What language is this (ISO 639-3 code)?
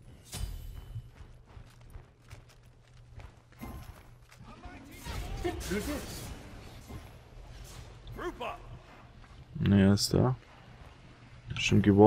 deu